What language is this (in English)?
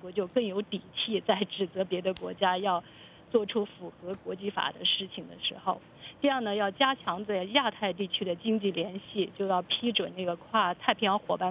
Chinese